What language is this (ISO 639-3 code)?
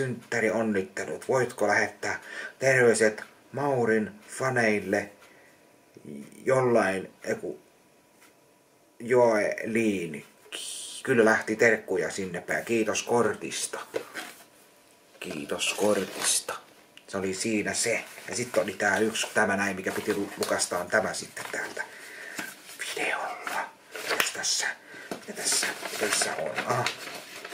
fin